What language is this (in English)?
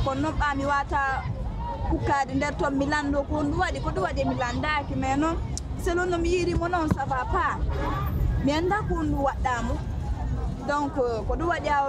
Pular